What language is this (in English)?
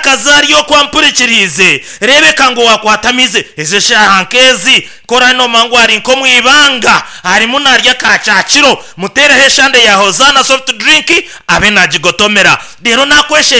Nyankole